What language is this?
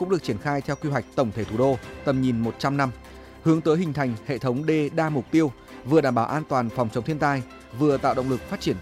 Vietnamese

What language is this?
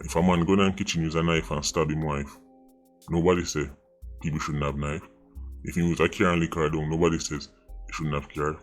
Jamaican Creole English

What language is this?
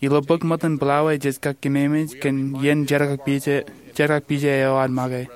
Marshallese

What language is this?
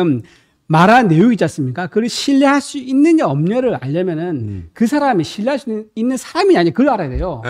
Korean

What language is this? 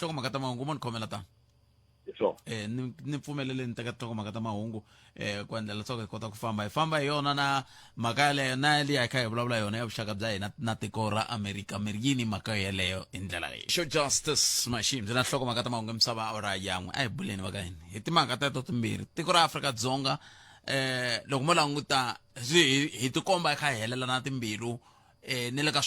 Tsonga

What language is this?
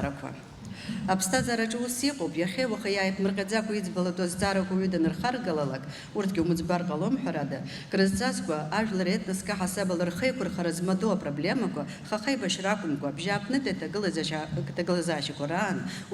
Abkhazian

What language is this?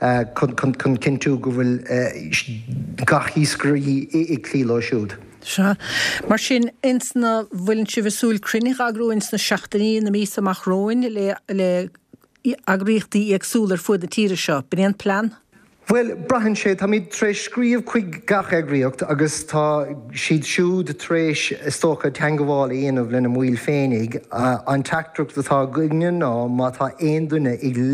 Irish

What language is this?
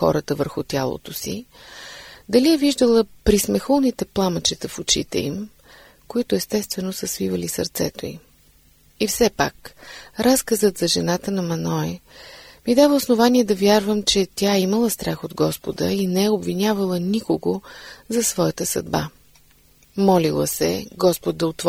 Bulgarian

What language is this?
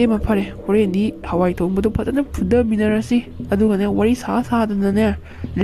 Manipuri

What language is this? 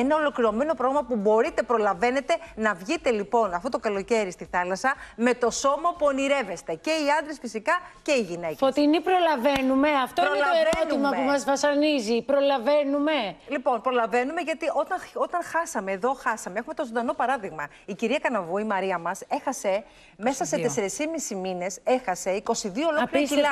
Greek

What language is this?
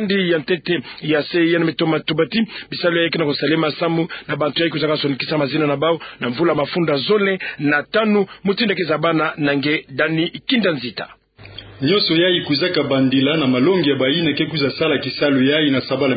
Kituba (Democratic Republic of Congo)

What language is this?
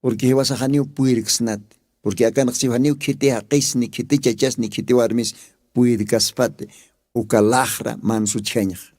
Aymara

